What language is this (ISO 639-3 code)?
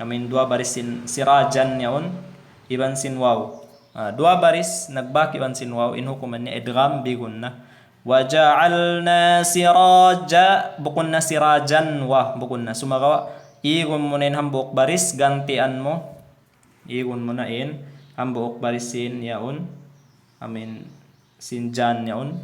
tsg